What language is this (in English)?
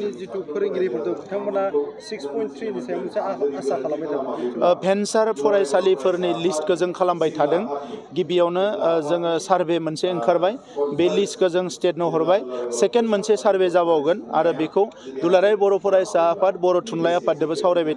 Bodo